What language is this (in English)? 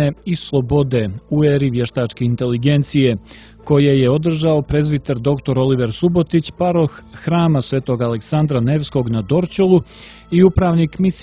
Serbian